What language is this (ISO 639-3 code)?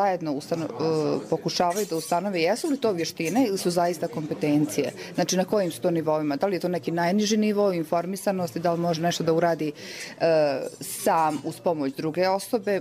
bos